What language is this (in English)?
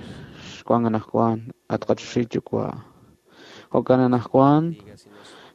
Kekchí